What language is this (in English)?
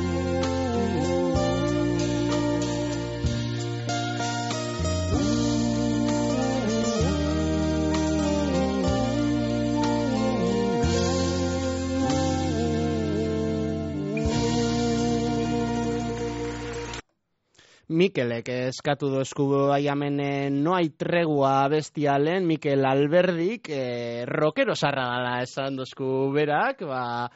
Basque